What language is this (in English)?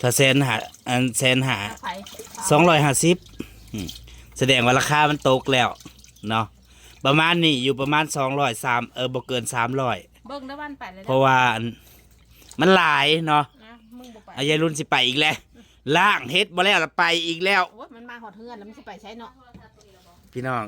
Northeastern Thai